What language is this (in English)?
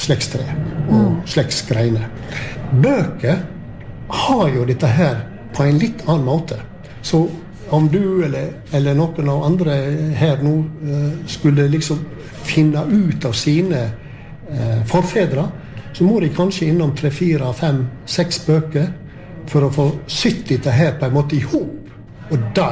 Norwegian